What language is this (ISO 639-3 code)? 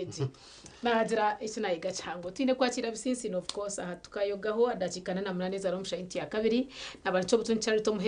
nyn